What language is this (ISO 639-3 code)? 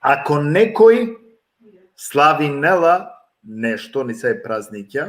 rmn